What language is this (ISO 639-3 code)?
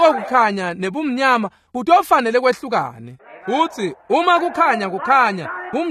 ssw